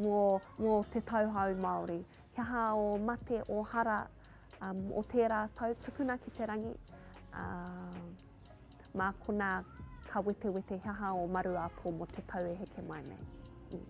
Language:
Māori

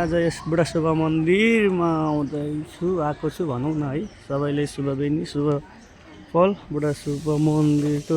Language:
Nepali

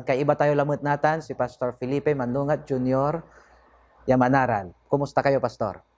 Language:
Pangasinan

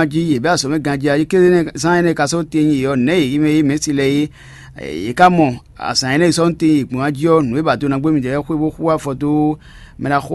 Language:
Fon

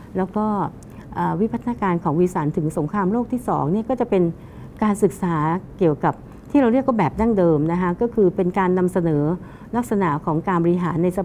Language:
Thai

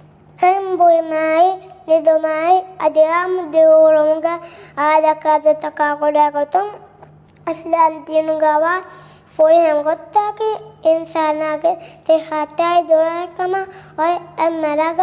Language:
Divehi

